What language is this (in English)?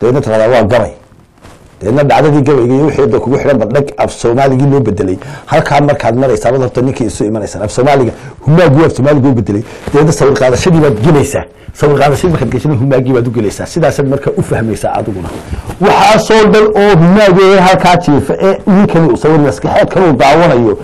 Somali